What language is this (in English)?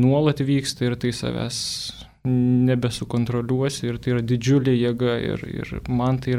Lithuanian